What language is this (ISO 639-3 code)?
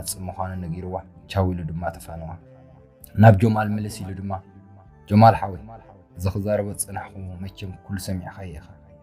tir